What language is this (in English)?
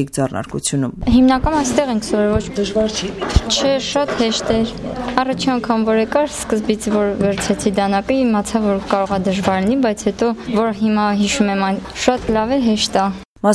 Armenian